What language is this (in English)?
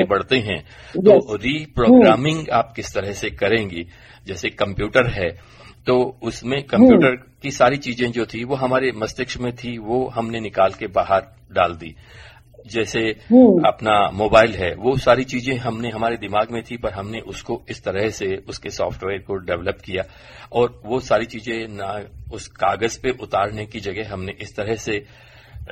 Hindi